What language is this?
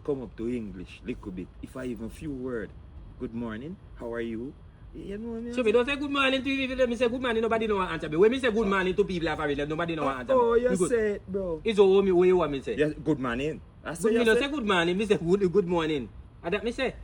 Jamaican Creole English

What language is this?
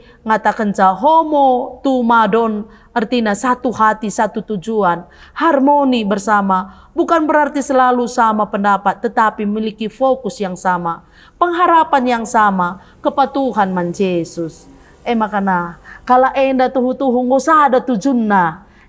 Batak Karo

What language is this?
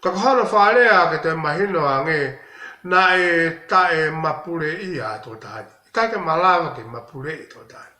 Tongan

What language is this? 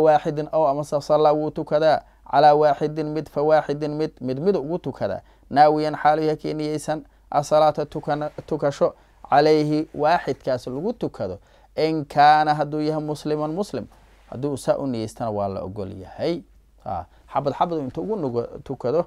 Somali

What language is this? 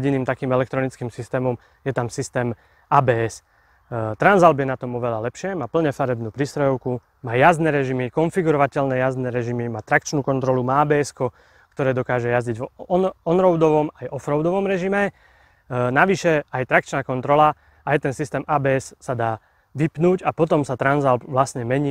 Slovak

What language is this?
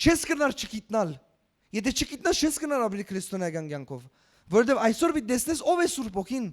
Western Armenian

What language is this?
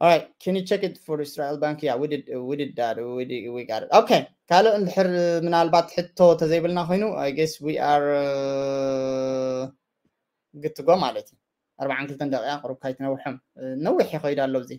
Tigrinya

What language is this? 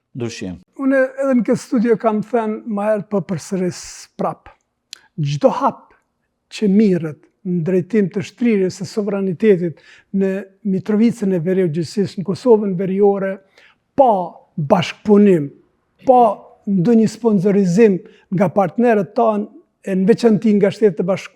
Albanian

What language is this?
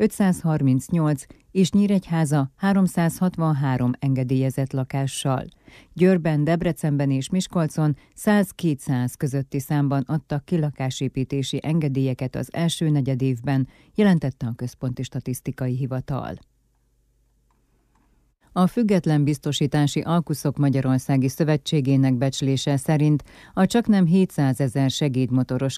Hungarian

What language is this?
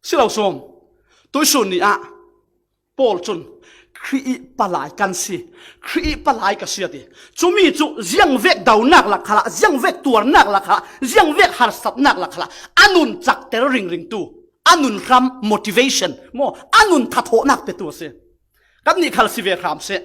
Falam Chin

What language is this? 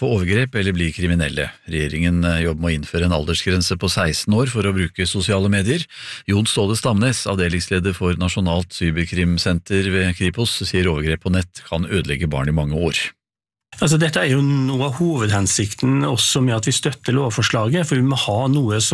Norwegian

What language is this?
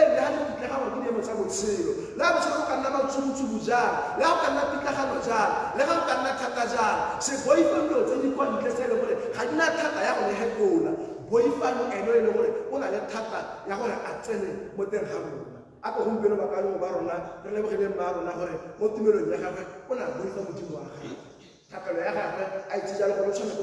Tswana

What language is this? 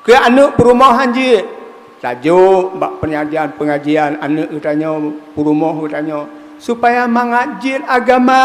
Achinese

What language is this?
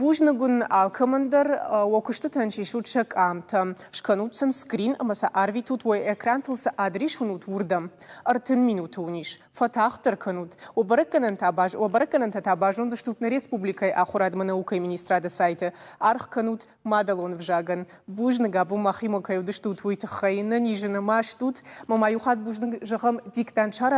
Ossetic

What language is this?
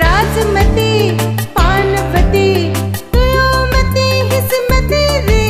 Newari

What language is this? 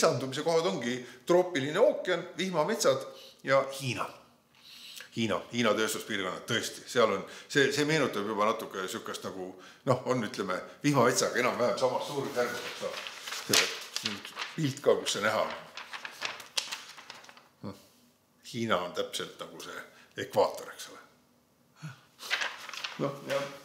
Estonian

